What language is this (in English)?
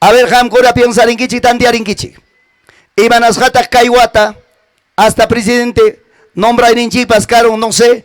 Ayacucho Quechua